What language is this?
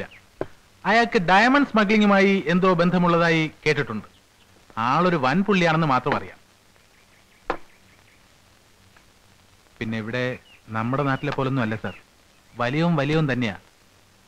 Malayalam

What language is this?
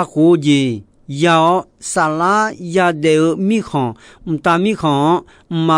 Akha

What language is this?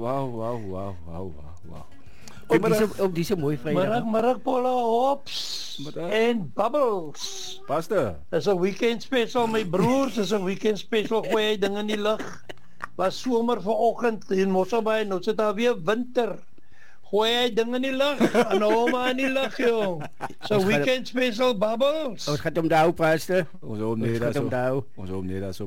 Afrikaans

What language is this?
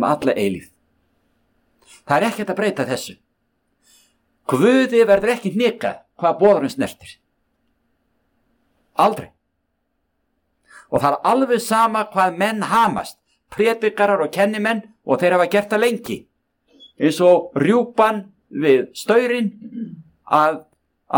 Icelandic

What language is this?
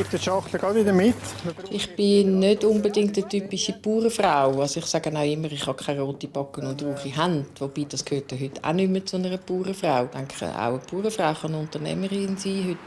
Swiss German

